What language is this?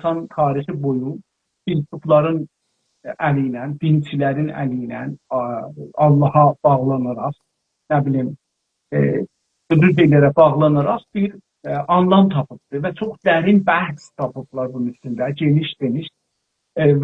South Azerbaijani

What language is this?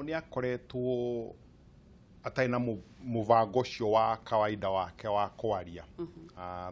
Kikuyu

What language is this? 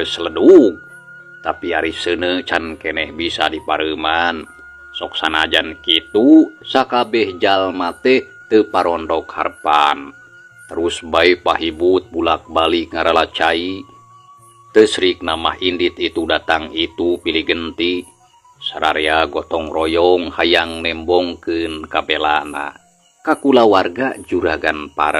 Sundanese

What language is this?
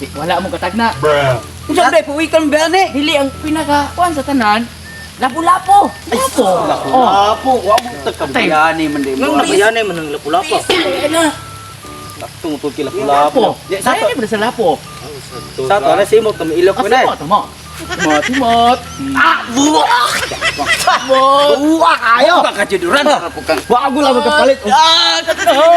Cebuano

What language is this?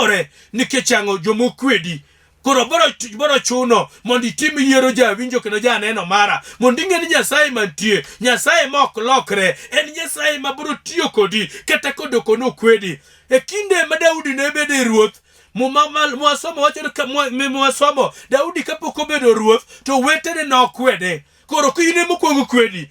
Luo (Kenya and Tanzania)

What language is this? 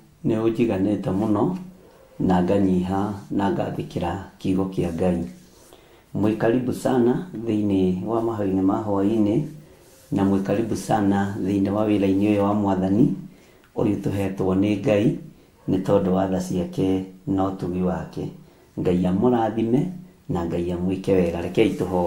Kikuyu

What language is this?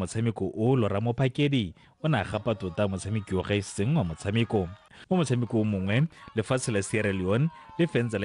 Tswana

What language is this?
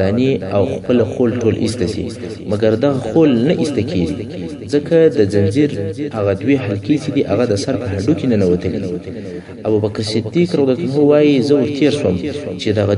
Pashto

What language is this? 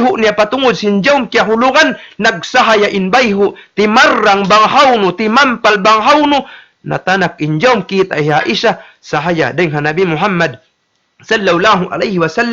Tausug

